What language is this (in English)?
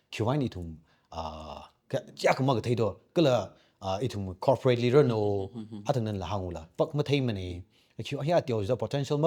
Tangkhul Naga (India)